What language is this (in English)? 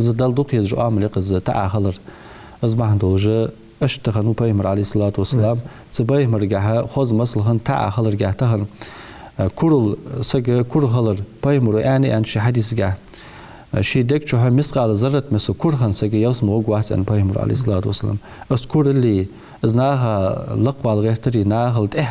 Ingush